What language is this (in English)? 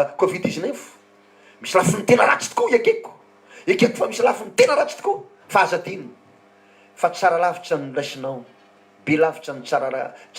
Malagasy